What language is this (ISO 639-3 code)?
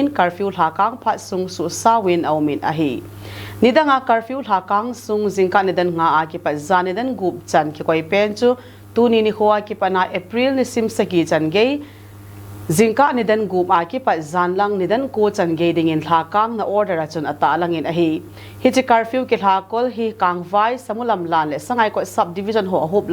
tcz